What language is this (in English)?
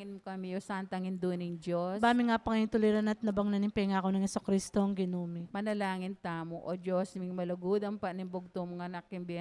Pampanga